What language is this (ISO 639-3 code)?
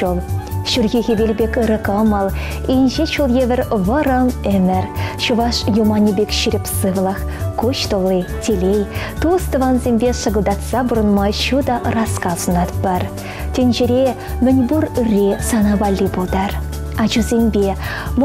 chv